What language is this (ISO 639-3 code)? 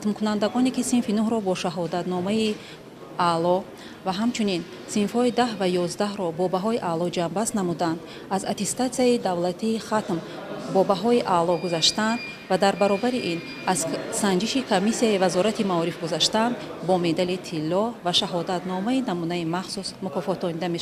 tgk